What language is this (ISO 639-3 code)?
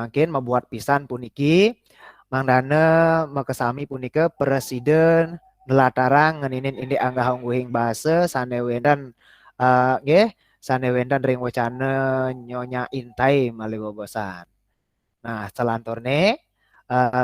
ban